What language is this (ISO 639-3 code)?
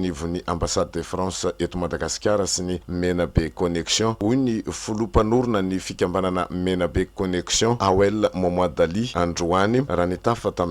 mlg